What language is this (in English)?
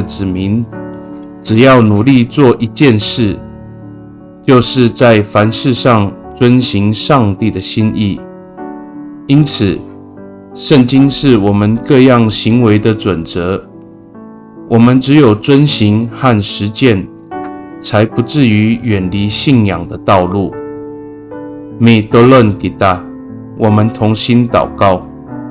Amis